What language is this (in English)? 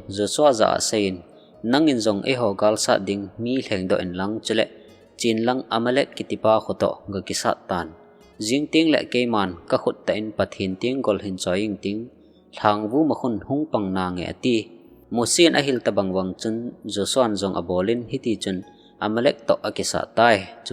Thado Chin